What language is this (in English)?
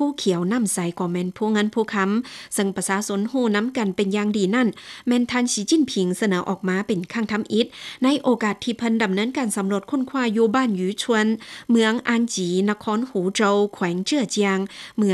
Lao